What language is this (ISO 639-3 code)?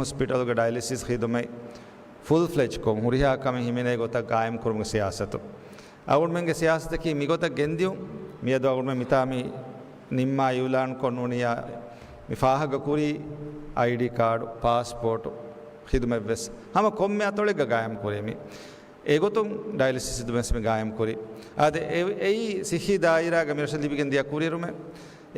div